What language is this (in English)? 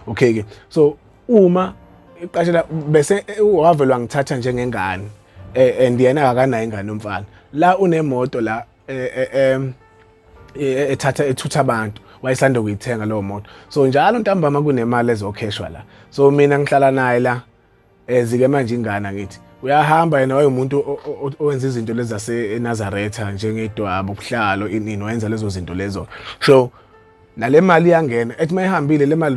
Zulu